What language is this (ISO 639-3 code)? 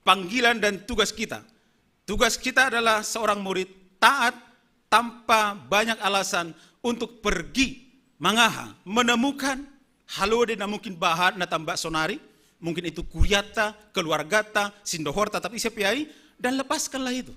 bts